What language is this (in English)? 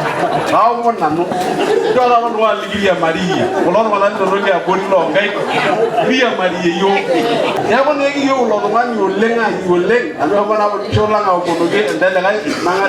Masai